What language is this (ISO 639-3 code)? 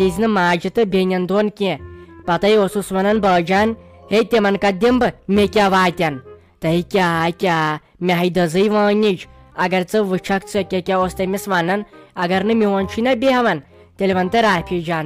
kas